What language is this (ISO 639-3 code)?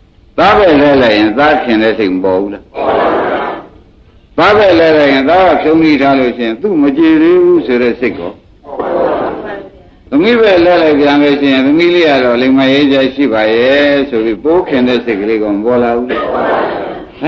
mya